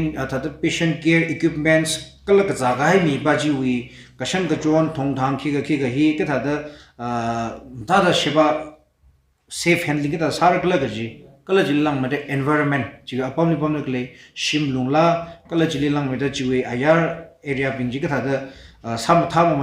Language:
Tangkhul Naga (India)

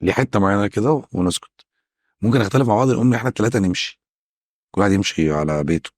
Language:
Egyptian Arabic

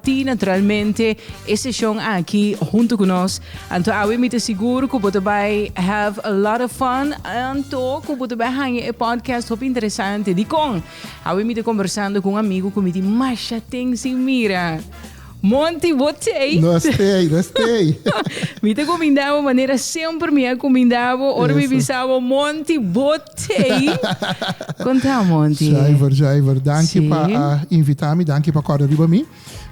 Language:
Papiamento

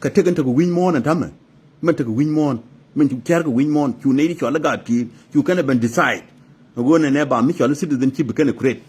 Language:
Nuer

